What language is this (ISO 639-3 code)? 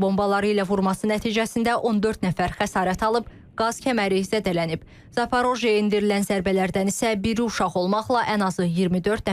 aze